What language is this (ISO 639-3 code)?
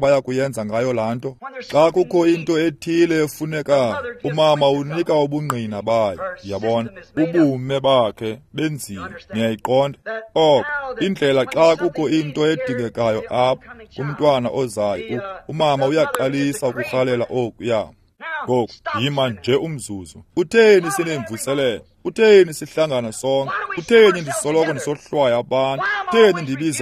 xho